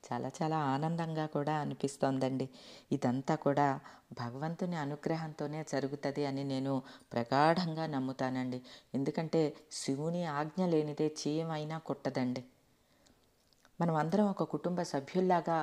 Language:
Telugu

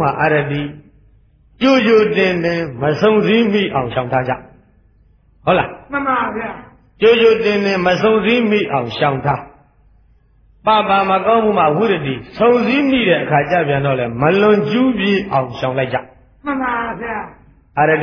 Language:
Burmese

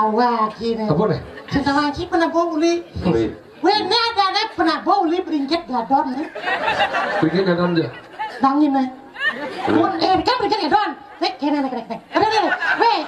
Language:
Balinese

